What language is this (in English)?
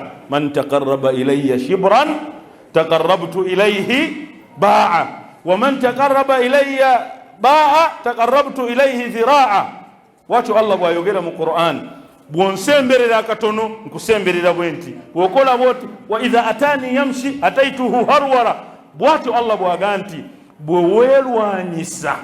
Ganda